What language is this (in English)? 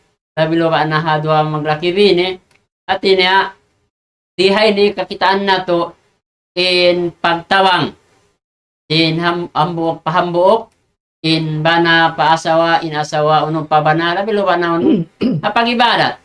Tausug